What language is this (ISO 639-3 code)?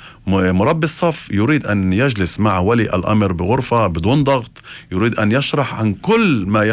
apc